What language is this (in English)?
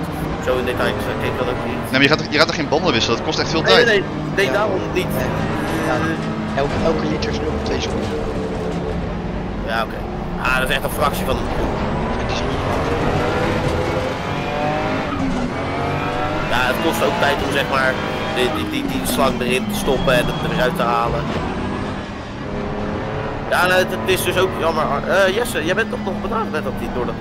Dutch